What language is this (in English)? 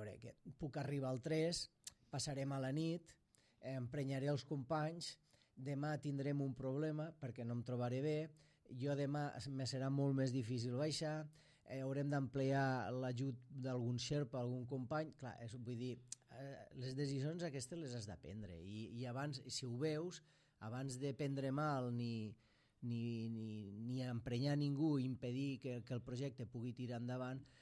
Catalan